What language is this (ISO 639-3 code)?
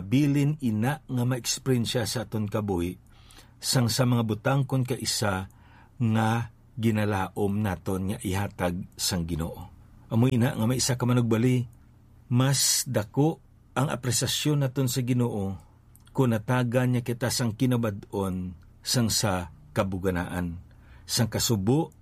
hil